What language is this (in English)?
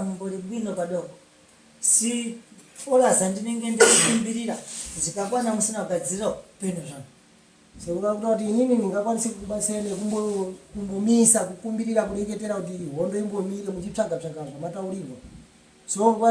Shona